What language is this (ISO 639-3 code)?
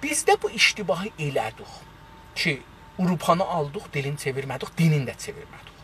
azb